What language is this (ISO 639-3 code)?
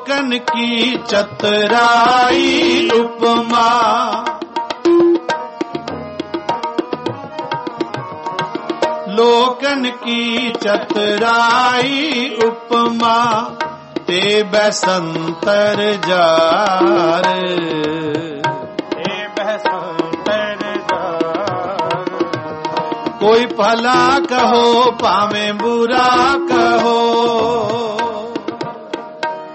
pan